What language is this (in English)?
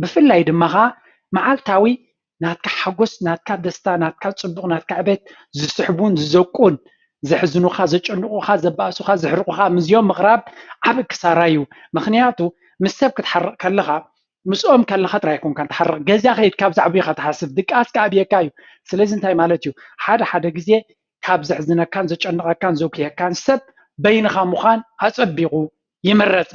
Tigrinya